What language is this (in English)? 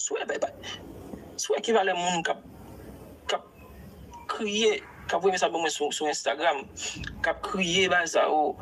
Haitian Creole